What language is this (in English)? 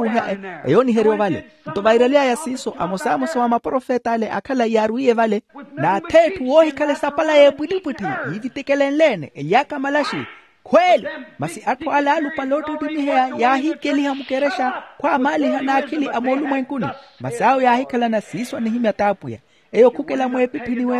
Makhuwa